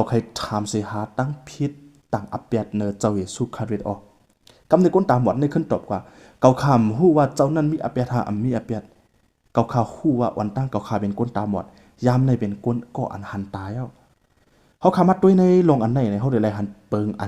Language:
Shan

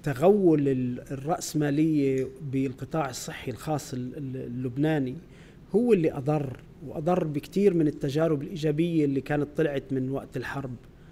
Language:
North Levantine Arabic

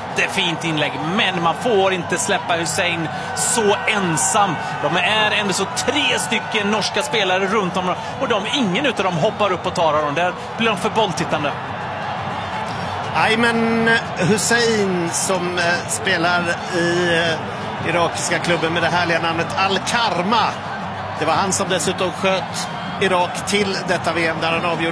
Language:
Swedish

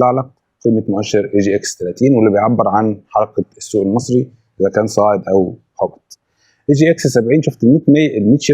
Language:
Egyptian Arabic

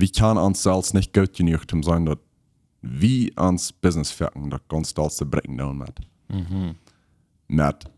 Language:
Plautdietsch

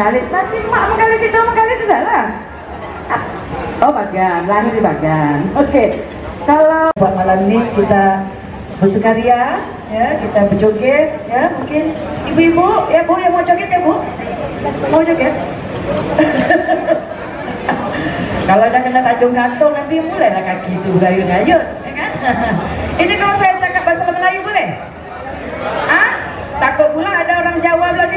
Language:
Indonesian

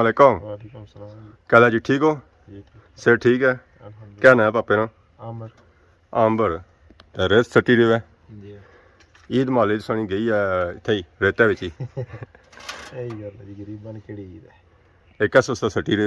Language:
Pahari-Potwari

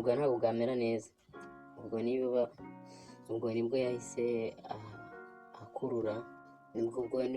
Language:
Kinyarwanda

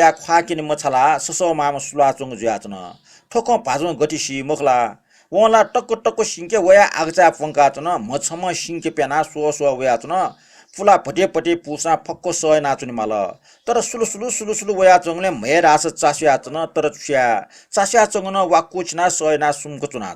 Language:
Newari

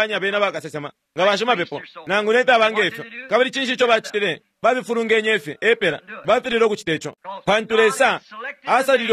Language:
Bemba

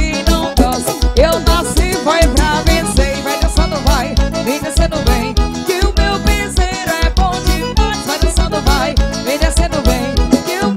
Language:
Portuguese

